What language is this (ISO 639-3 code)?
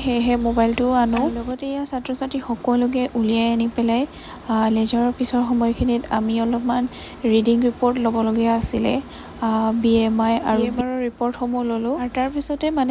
asm